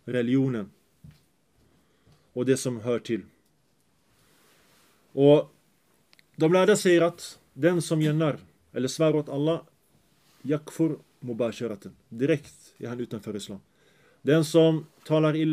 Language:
Swedish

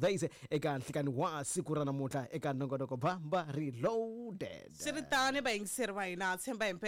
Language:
Tsonga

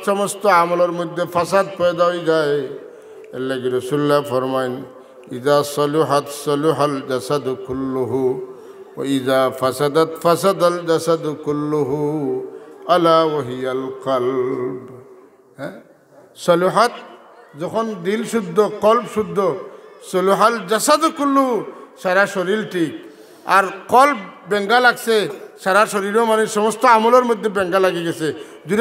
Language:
Sylheti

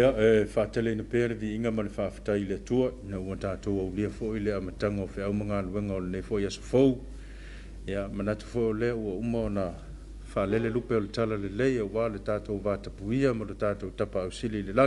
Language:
Samoan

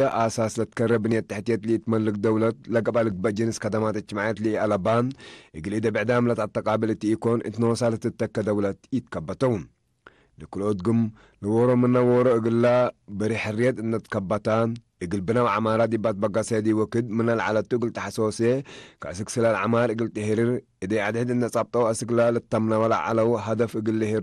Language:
Tigre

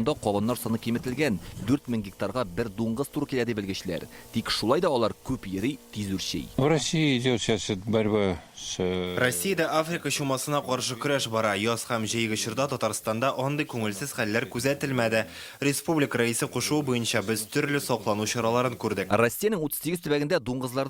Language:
Tatar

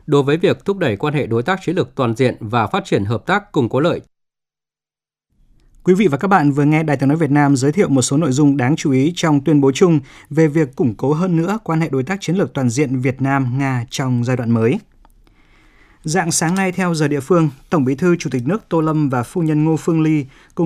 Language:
Vietnamese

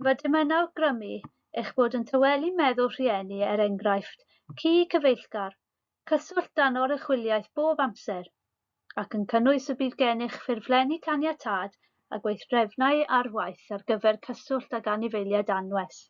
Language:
Welsh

